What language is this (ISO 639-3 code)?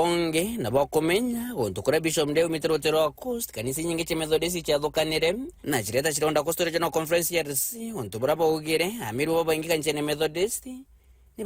mer